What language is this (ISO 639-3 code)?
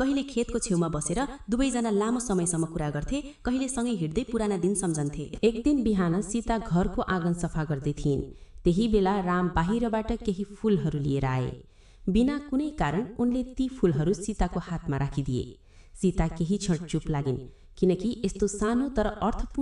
nep